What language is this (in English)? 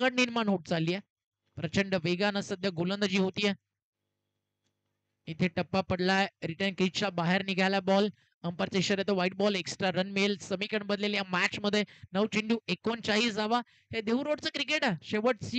Marathi